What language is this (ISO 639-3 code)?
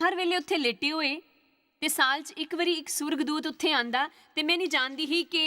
doi